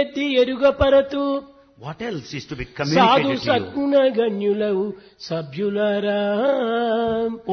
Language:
Telugu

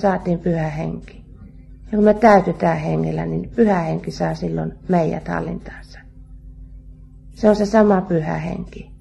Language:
Finnish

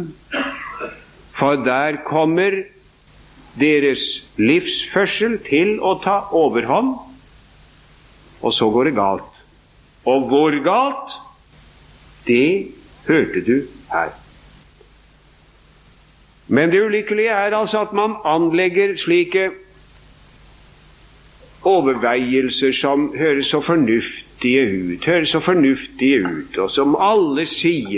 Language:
Norwegian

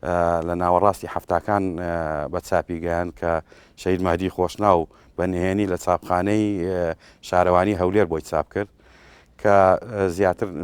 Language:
Central Kurdish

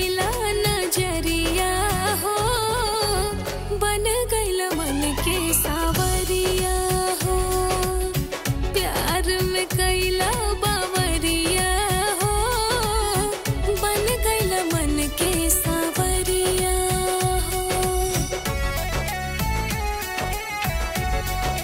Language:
Bhojpuri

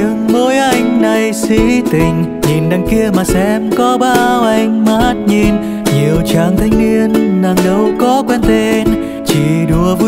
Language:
Vietnamese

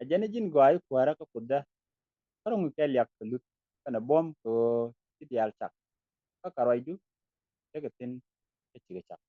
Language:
Nuer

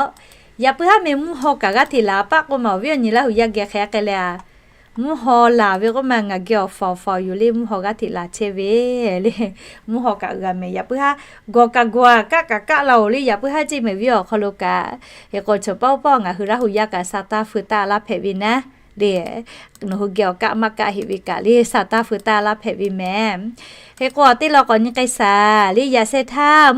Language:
Lahu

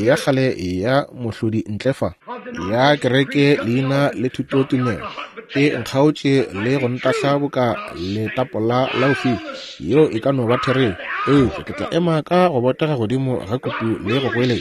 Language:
Northern Sotho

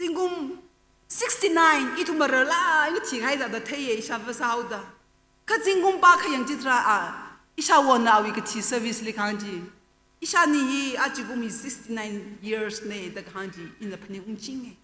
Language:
Tangkhul Naga (India)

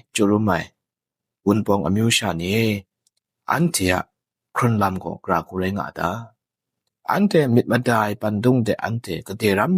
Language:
Kachin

